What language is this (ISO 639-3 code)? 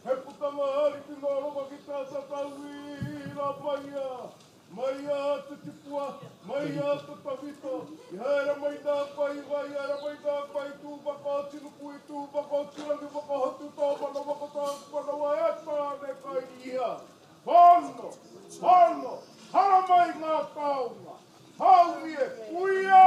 mri